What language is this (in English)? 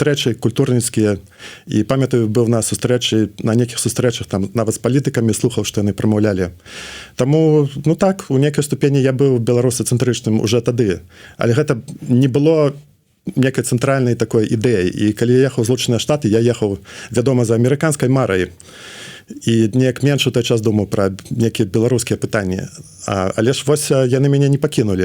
Belarusian